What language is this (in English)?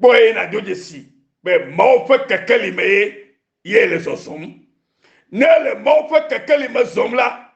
Ewe